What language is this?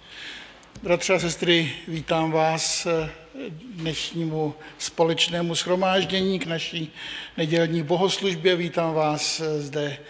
Czech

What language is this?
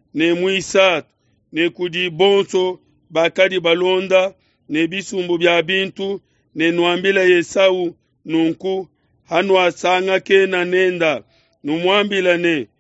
Luba-Lulua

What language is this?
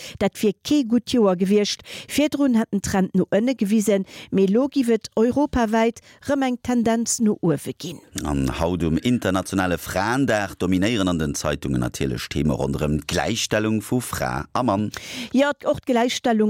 Luxembourgish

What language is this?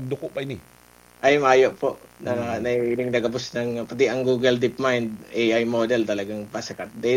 Bikol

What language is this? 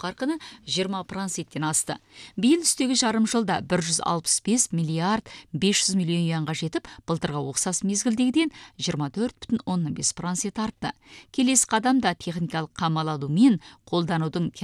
Kazakh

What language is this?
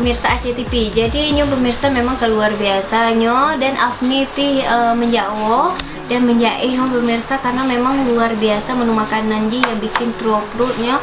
Achinese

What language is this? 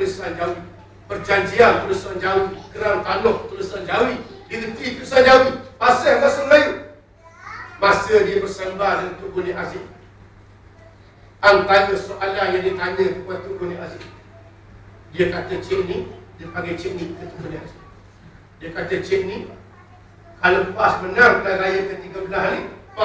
Malay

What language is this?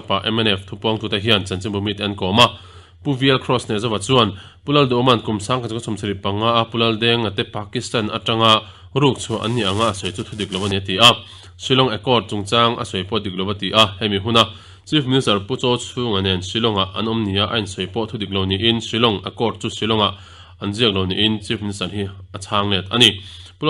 Mizo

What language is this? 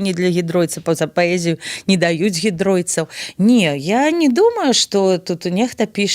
Belarusian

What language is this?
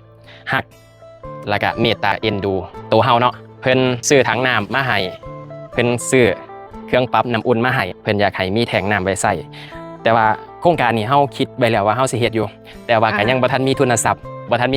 Northeastern Thai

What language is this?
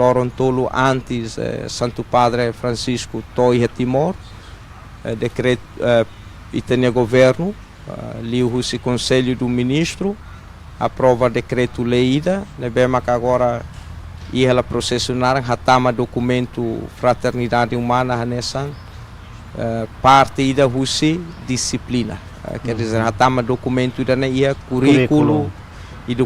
Tetum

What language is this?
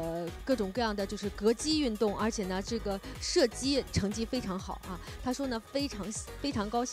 Chinese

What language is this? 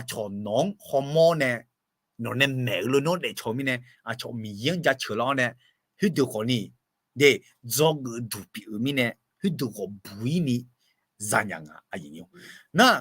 Akha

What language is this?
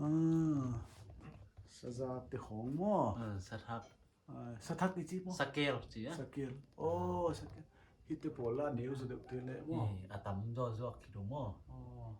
Paite Chin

